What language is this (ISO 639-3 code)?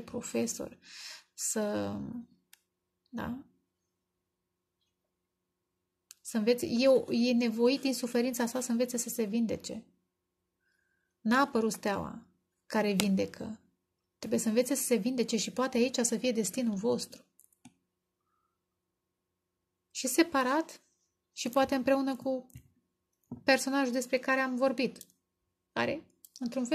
ron